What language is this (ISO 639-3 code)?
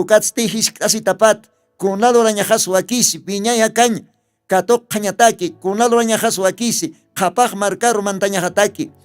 aym